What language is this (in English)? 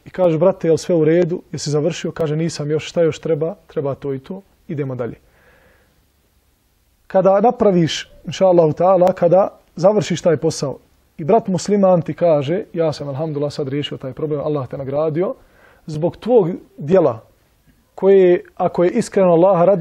Bosnian